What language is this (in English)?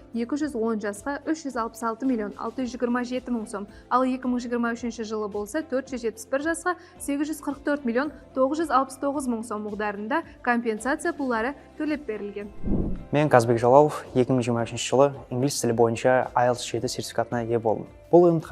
Kara-Kalpak